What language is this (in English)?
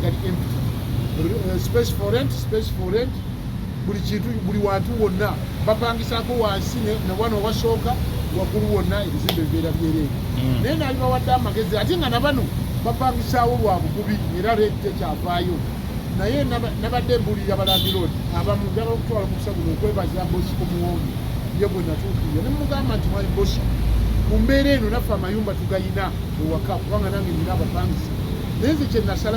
Ganda